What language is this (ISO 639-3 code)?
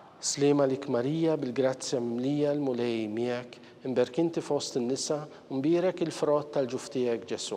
mlt